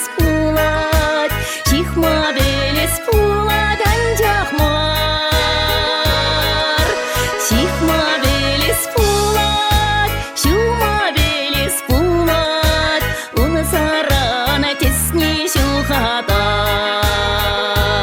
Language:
Chuvash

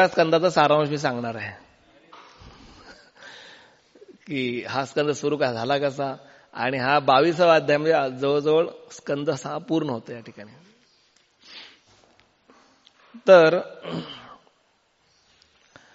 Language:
Marathi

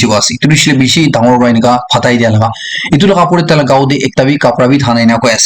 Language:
Naga Pidgin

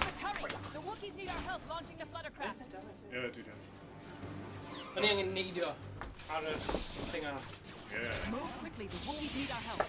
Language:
Welsh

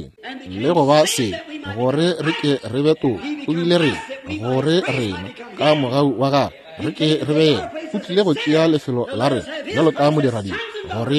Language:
Northern Sotho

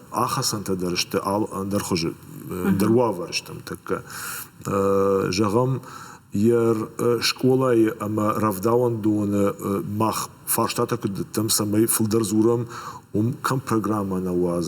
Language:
Ossetic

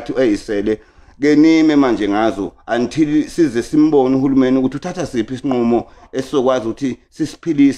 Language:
Zulu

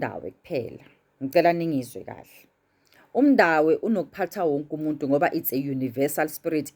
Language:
Zulu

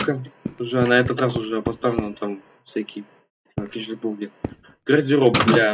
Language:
Russian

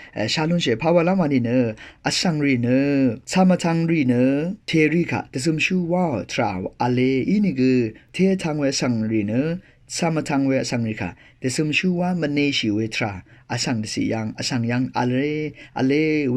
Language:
Rawang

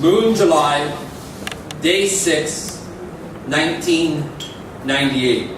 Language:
Tok Pisin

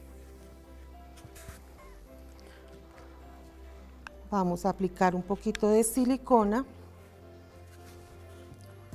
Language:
Spanish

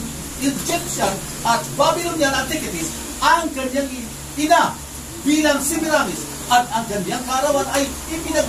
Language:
Filipino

